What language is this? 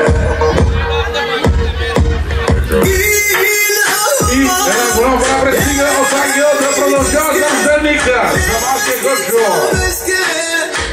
Bulgarian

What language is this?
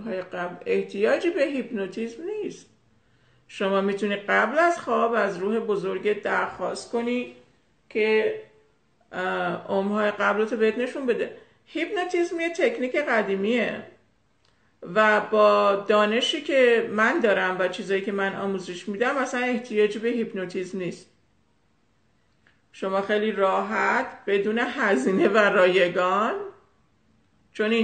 Persian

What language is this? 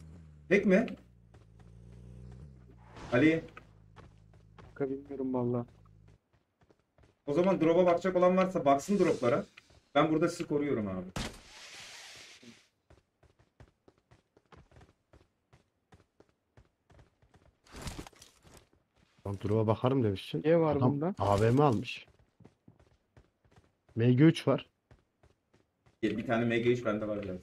Turkish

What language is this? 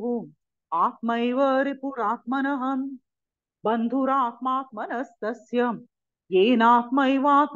Sanskrit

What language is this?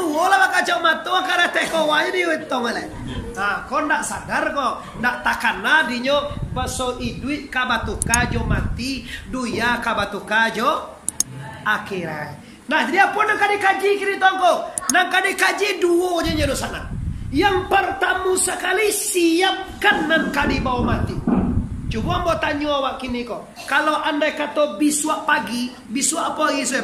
Minangkabau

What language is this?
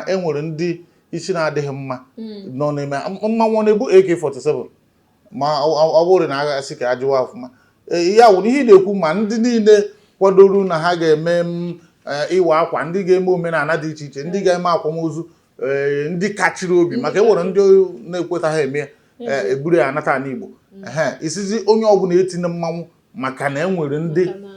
Igbo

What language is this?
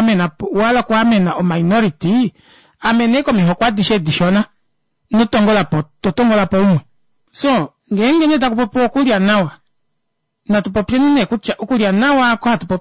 Kuanyama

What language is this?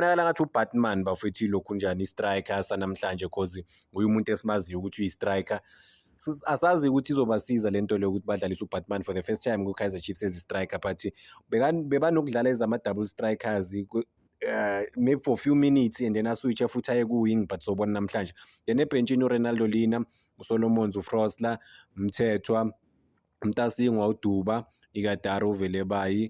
Zulu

